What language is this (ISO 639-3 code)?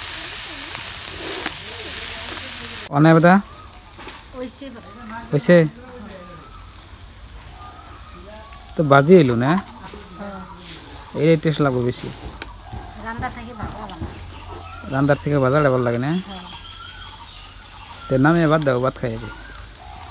ben